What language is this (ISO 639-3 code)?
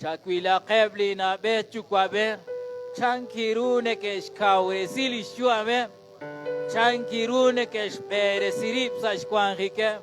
kek